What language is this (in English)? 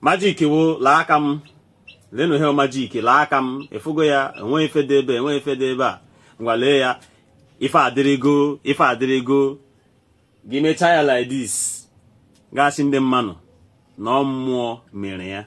Igbo